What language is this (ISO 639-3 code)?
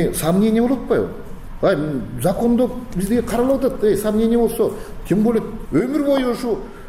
kir